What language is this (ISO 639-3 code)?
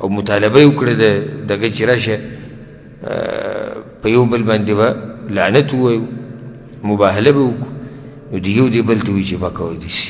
pus